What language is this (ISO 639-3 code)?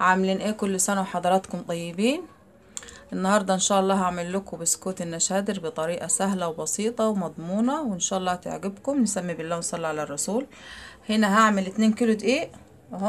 arz